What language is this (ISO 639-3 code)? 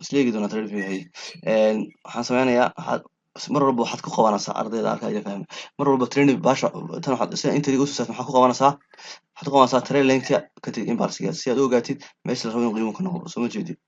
som